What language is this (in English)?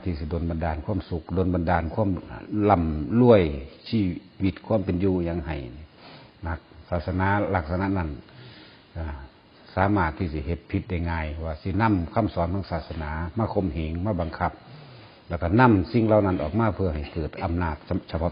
Northeastern Thai